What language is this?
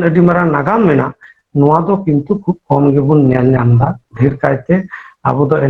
Santali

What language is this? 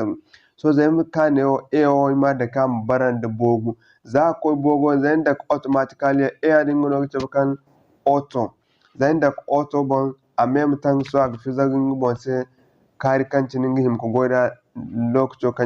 Zarma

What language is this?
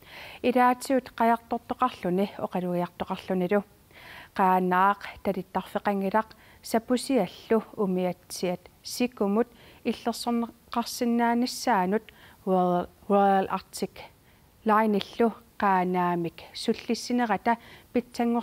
Kalaallisut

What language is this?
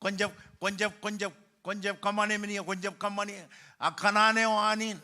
Marshallese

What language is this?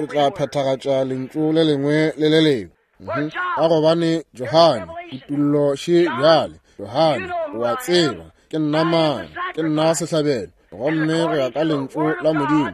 Northern Sotho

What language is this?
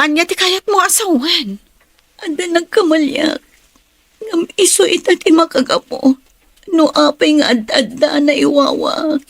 Iloko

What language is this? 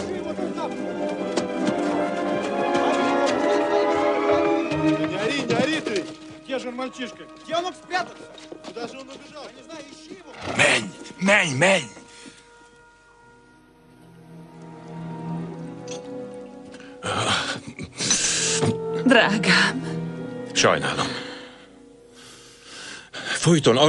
Hungarian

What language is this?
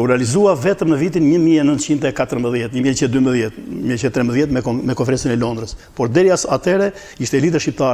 Albanian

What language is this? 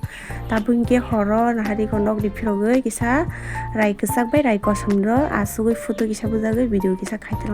Kok Borok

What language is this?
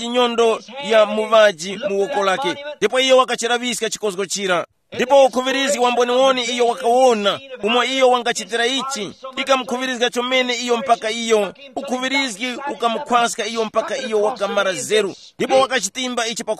Tumbuka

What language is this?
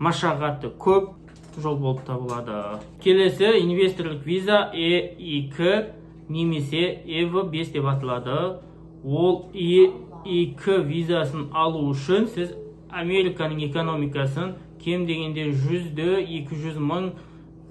Kazakh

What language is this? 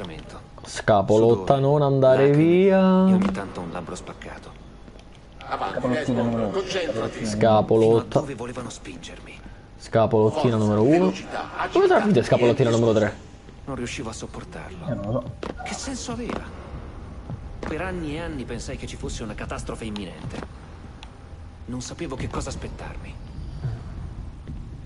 Italian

